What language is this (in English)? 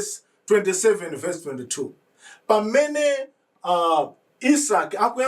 Nyanja